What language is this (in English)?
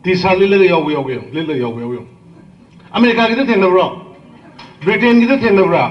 Manipuri